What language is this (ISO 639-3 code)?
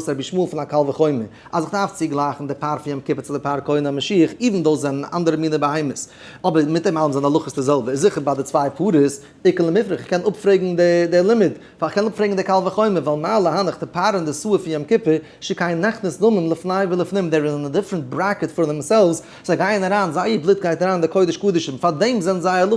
yid